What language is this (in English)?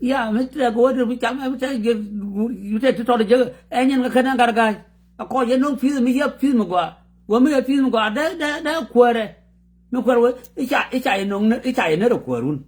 Nuer